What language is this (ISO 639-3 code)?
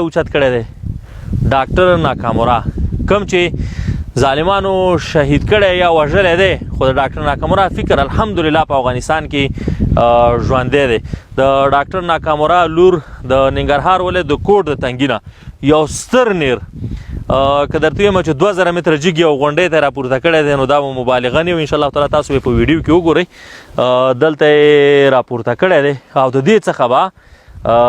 pus